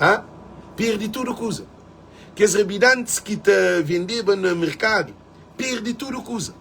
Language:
Kabuverdianu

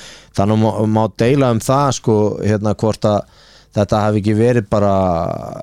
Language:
Icelandic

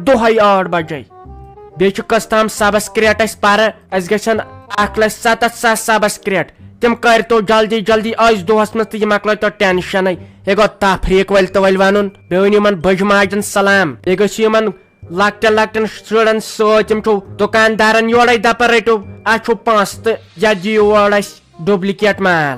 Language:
Kashmiri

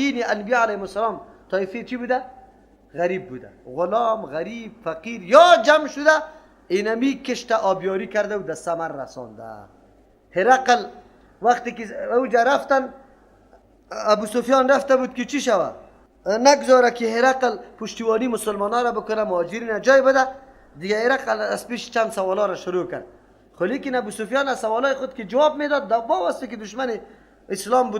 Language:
Persian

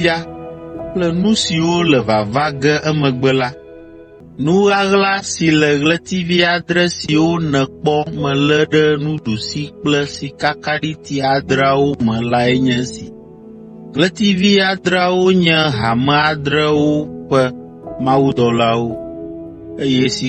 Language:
Ewe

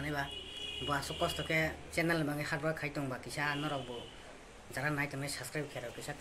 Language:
Kok Borok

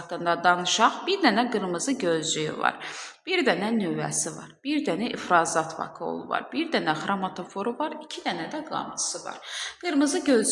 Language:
Azerbaijani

